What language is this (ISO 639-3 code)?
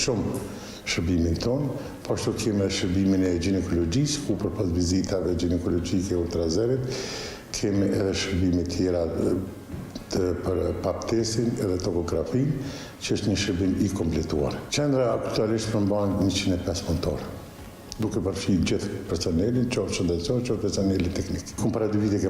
sqi